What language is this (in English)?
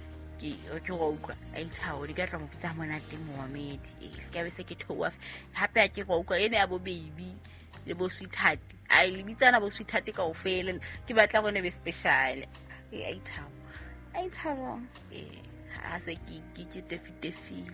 Southern Sotho